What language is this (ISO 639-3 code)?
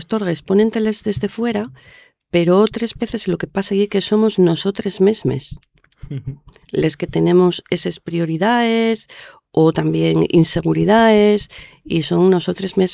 ast